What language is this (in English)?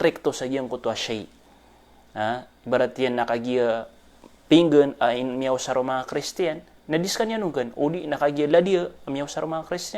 Maranao